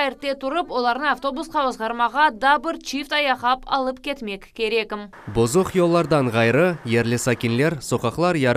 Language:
Crimean Tatar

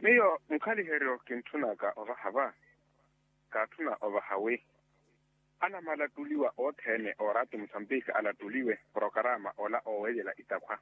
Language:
Makhuwa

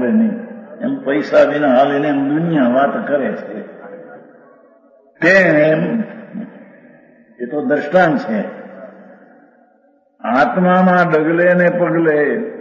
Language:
Gujarati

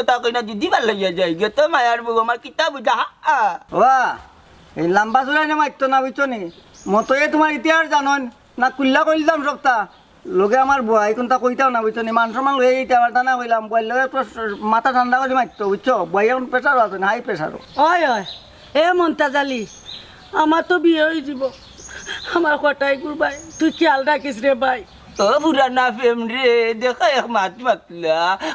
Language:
Sylheti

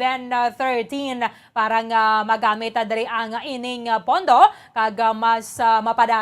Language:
Hiligaynon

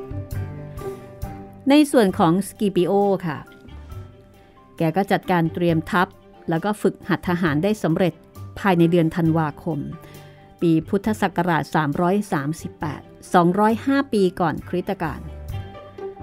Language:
Thai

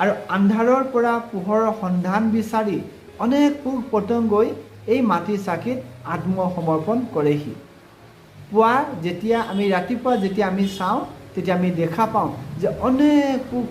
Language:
Assamese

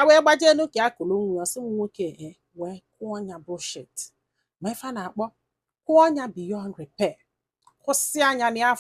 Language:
Igbo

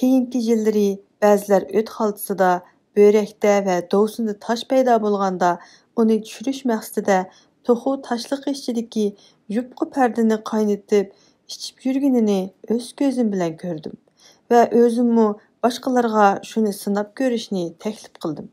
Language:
Uyghur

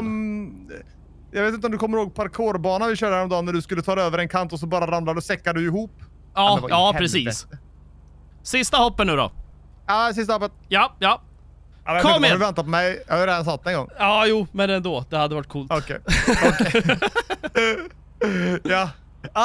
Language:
Swedish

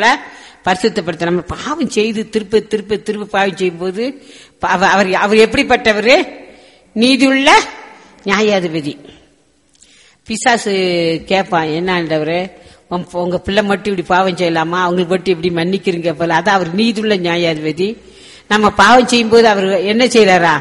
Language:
Tamil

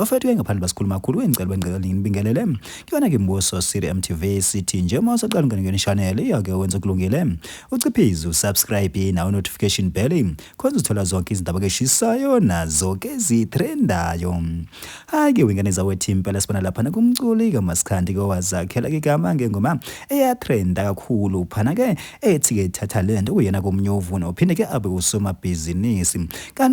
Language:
Zulu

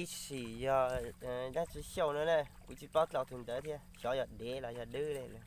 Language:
Hmong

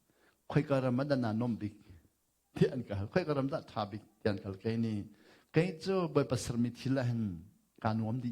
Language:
Hakha Chin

